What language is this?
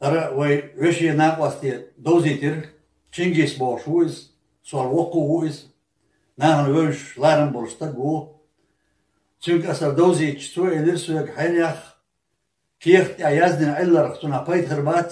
Chechen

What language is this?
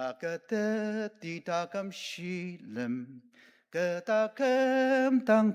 Ao Naga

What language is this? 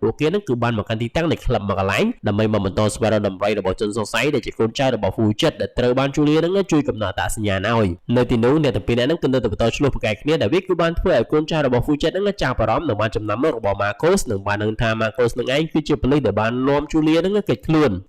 Khmer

